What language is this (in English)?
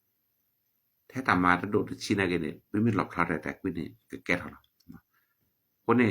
S'gaw Karen